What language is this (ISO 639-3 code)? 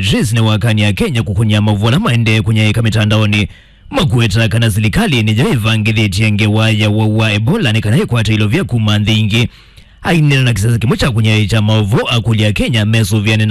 kam